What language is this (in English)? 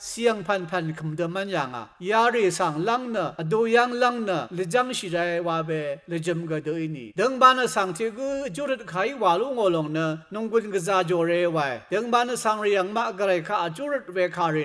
Rawang